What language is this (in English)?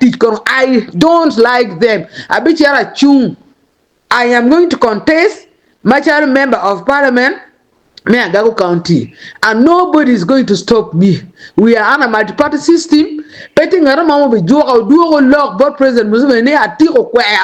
Acoli